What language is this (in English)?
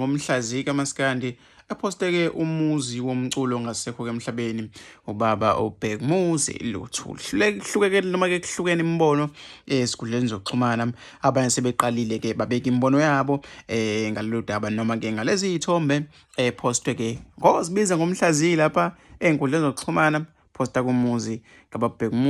Zulu